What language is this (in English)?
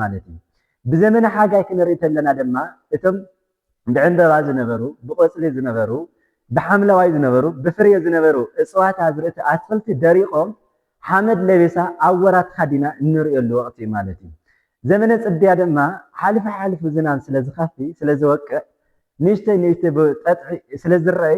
Tigrinya